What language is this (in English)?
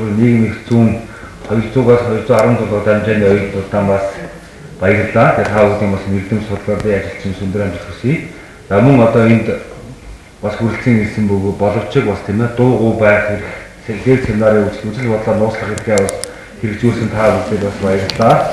Mongolian